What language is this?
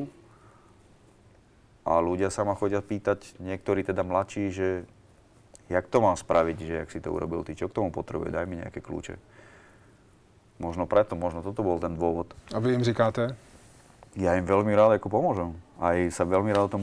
Slovak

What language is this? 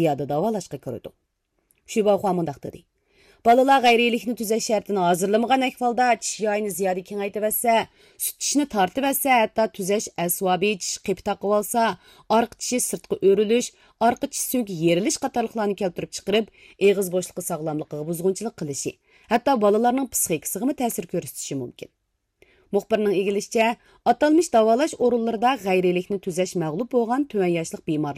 Uyghur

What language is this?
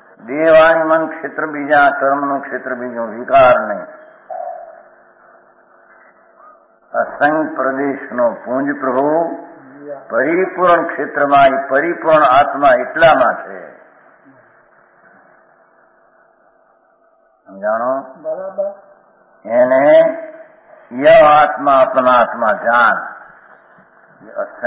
Gujarati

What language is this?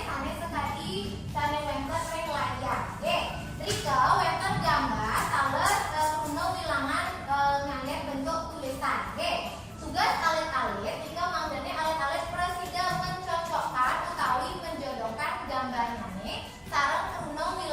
Balinese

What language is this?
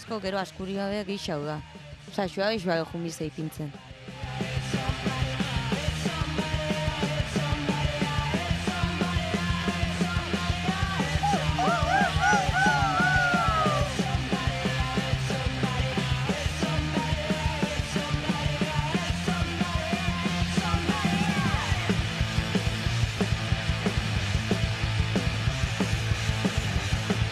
Basque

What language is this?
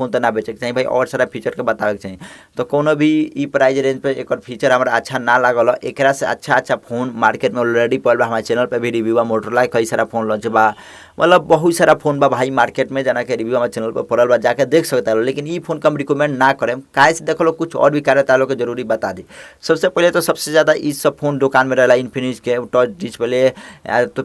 Bhojpuri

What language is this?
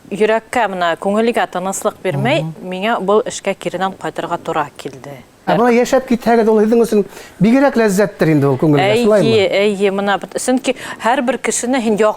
Bashkir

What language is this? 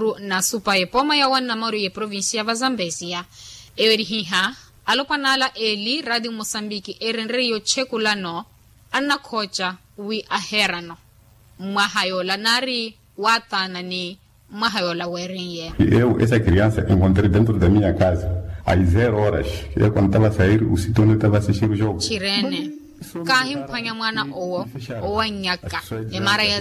Makhuwa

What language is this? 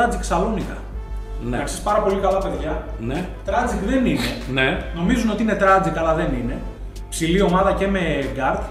Greek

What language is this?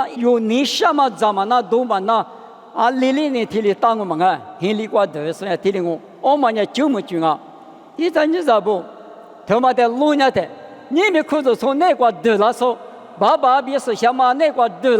Lisu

